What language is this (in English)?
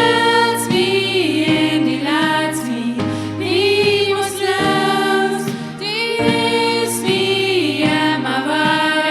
Plautdietsch